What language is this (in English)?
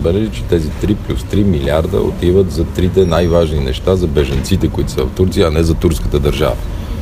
Bulgarian